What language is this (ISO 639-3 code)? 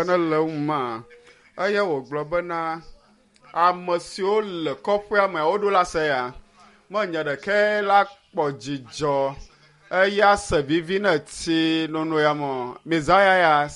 ewe